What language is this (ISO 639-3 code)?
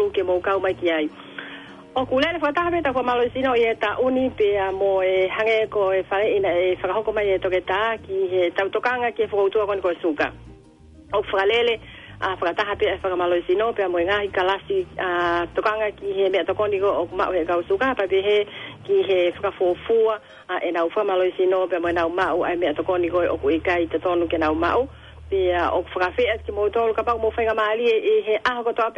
ton